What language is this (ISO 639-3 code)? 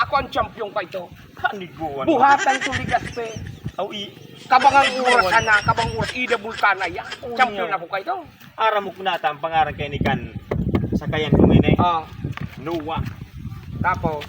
bik